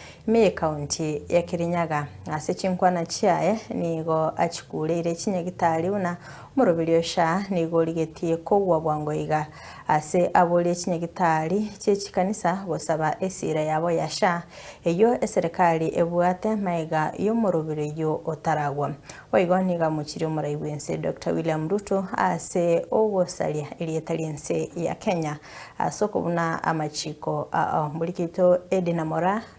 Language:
Gusii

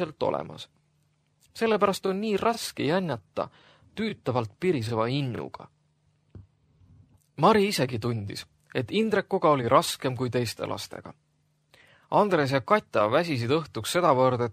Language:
Estonian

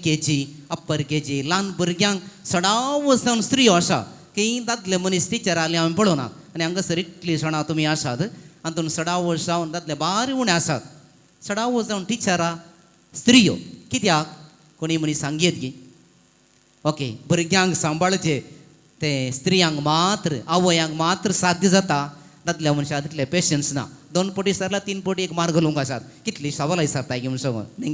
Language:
Konkani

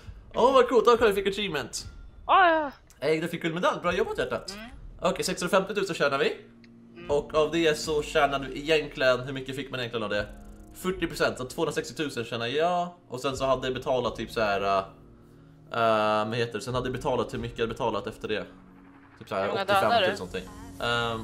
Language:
Swedish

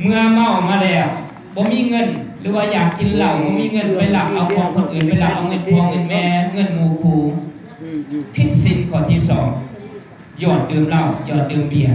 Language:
Lao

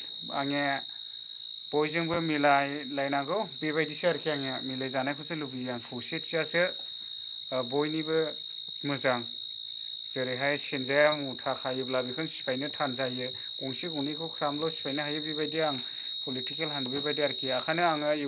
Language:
Bodo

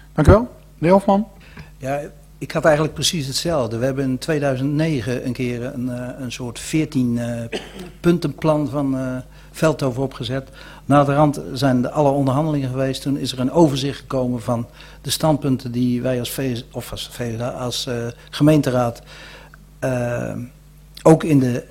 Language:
Dutch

